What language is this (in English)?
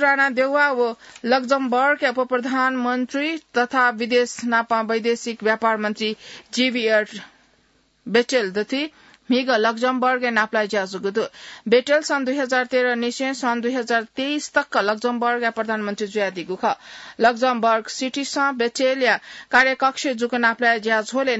Newari